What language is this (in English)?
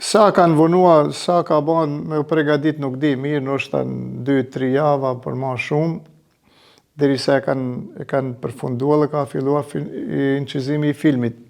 Albanian